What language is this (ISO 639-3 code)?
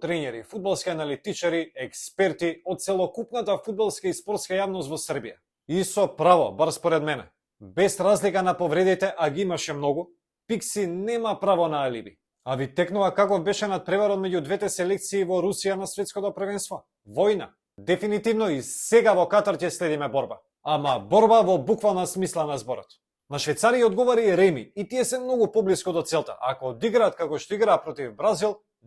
mkd